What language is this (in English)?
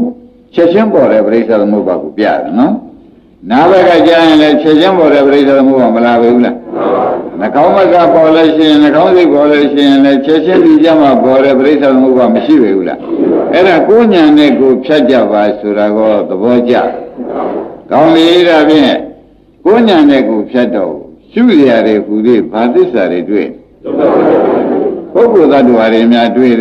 Burmese